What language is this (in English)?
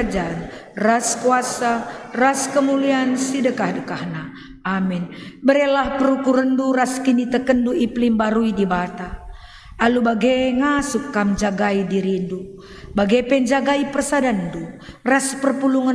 Batak Karo